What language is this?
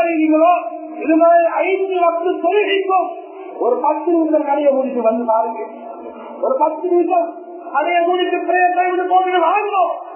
Tamil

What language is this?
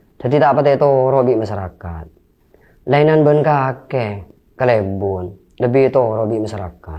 Madurese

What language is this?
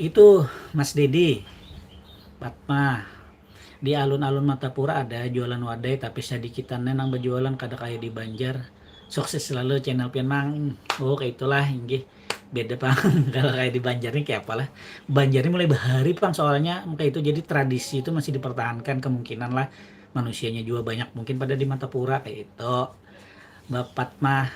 Banjar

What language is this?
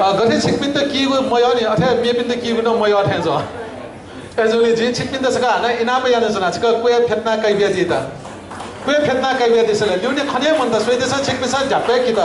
Newari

